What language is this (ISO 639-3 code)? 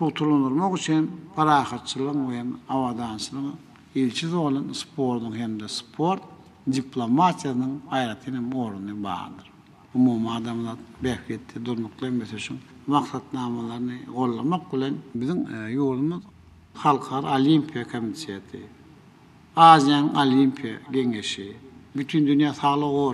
tuk